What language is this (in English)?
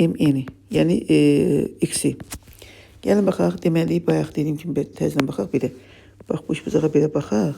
Azerbaijani